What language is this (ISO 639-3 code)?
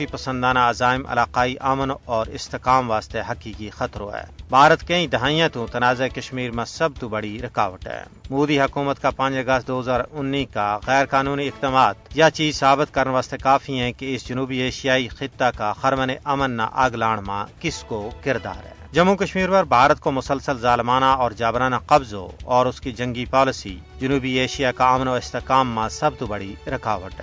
gju